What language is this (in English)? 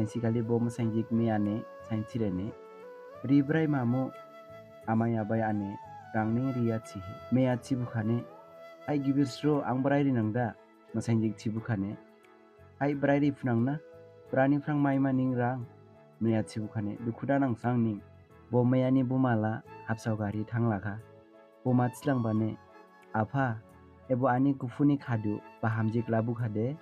Dimasa